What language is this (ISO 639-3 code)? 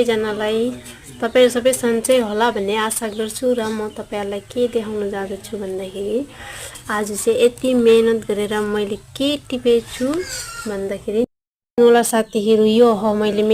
nep